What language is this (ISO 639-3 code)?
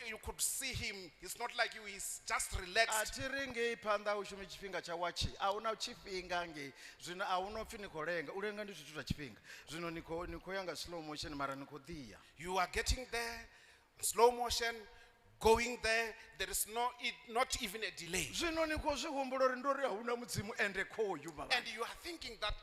ven